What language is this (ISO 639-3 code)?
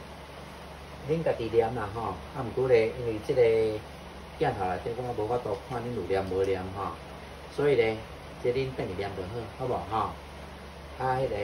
nan